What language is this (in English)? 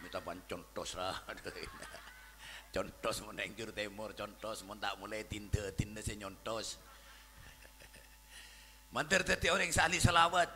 Madurese